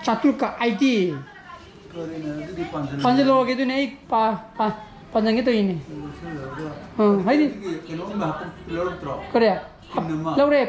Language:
Manipuri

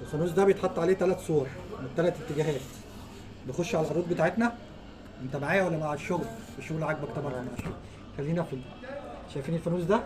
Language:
Egyptian Arabic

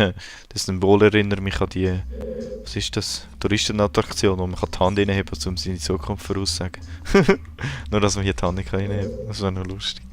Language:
Swiss German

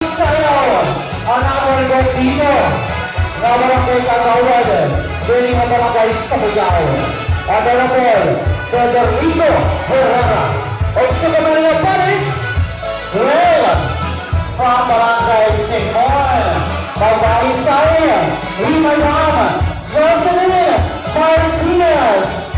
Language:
Waray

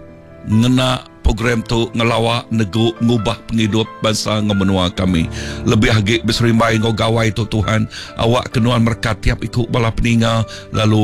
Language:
Iban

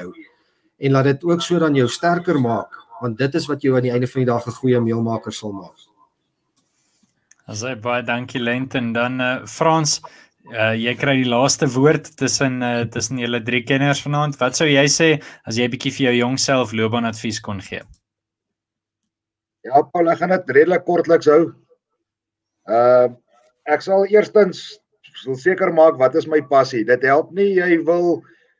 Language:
Afrikaans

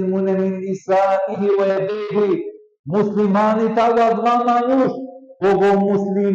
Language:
Balkan Romani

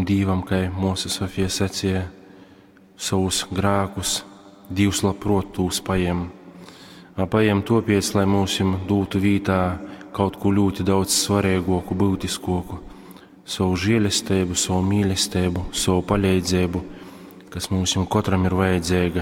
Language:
Latgalian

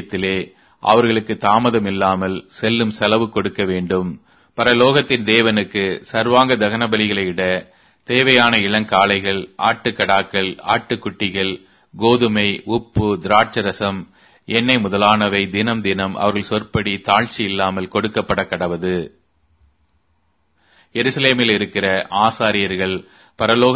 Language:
Tamil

